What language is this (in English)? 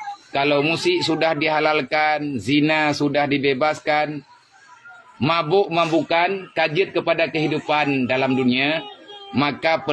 Achinese